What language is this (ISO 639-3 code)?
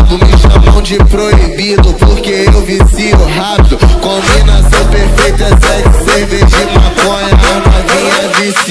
por